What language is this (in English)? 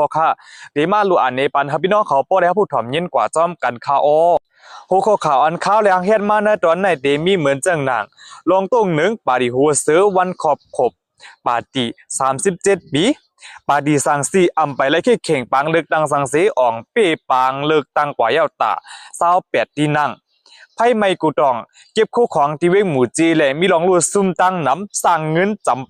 Shan